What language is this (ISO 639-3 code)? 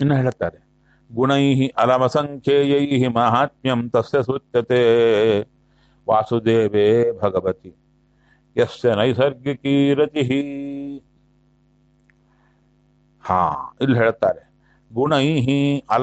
kan